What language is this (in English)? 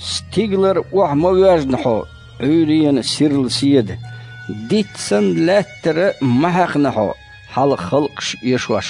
Chechen